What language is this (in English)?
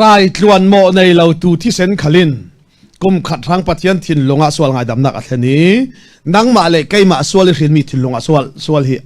Falam Chin